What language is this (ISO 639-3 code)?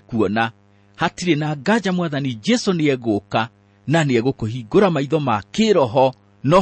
kik